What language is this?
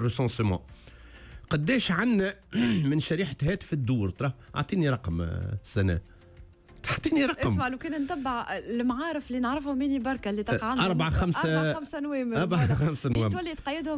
Tunisian Arabic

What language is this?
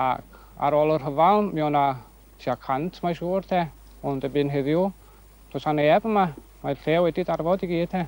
Welsh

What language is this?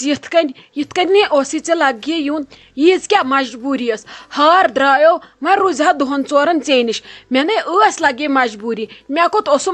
Kashmiri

